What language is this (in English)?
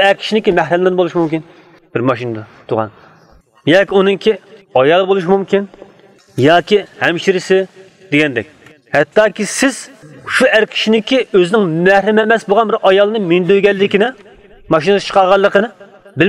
Uyghur